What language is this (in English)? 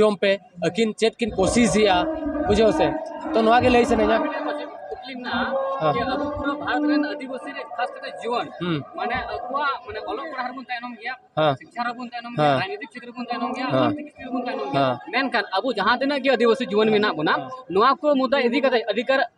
Santali